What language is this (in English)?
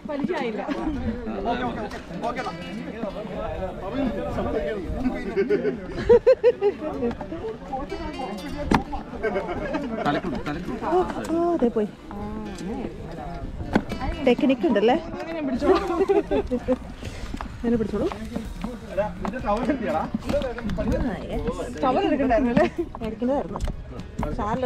Malayalam